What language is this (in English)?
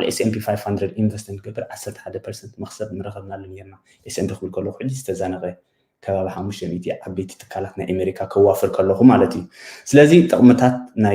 Tigrinya